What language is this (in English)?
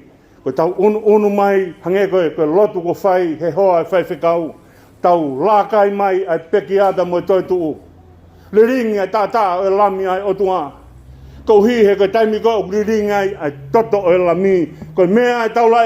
Tongan